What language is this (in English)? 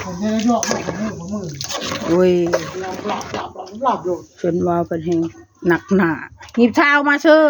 Northeastern Thai